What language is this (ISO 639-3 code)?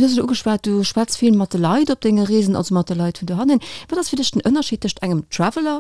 ltz